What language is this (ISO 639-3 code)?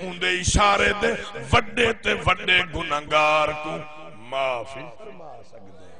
skr